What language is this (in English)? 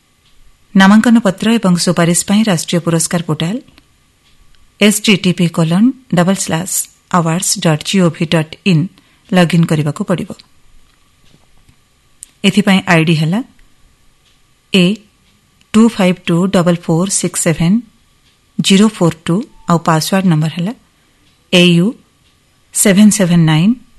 Odia